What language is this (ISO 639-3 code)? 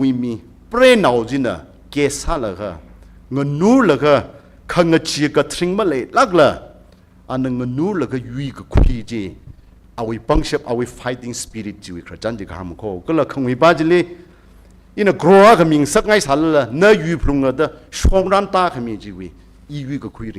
nmf